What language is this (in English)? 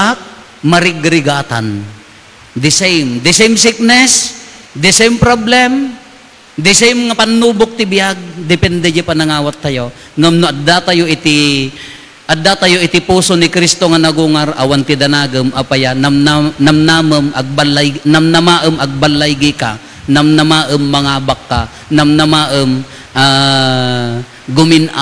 Iloko